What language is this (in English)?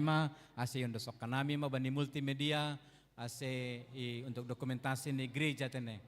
Batak Simalungun